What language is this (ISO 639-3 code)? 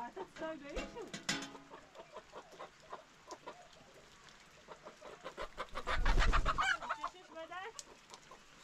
fas